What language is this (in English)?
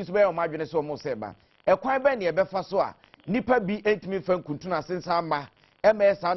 Akan